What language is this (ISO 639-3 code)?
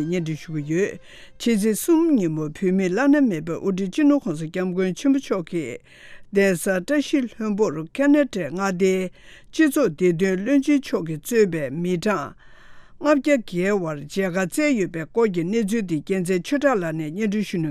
bod